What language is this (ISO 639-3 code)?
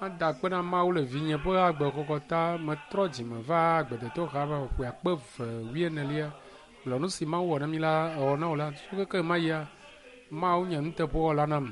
ewe